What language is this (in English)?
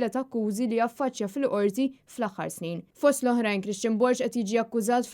Maltese